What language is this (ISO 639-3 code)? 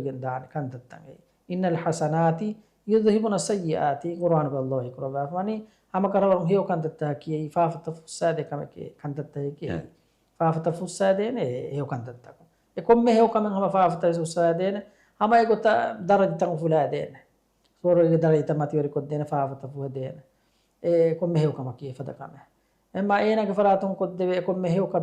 div